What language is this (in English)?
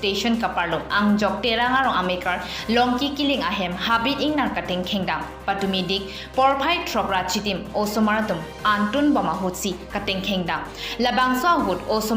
Karbi